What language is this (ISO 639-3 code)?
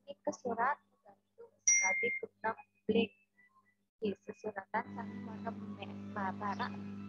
ban